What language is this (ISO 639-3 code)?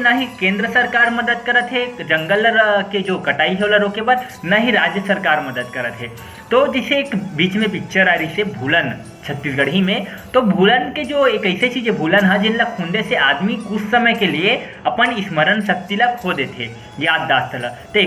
hne